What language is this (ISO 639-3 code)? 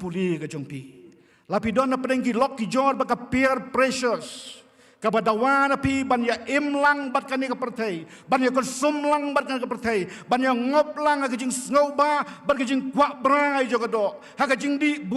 kha